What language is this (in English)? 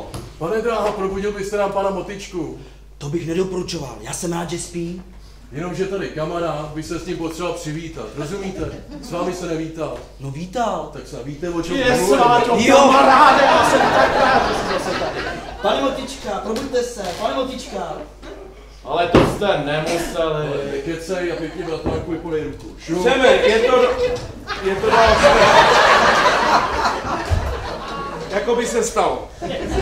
Czech